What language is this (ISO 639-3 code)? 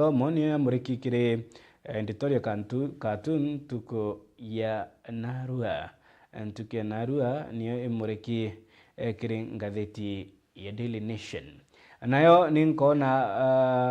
mer